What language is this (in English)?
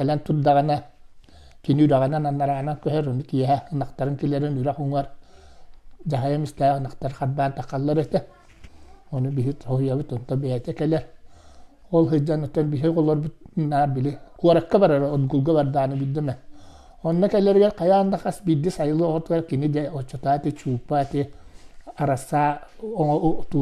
Yakut